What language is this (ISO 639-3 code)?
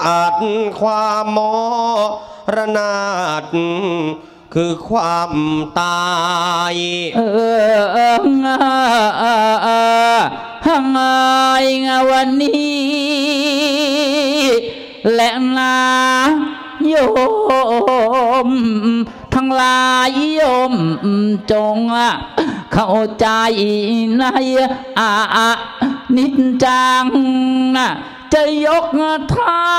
tha